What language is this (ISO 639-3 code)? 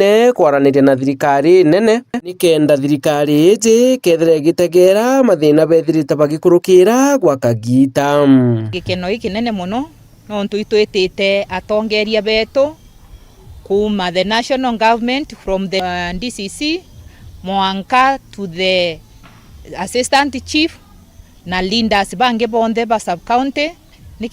mer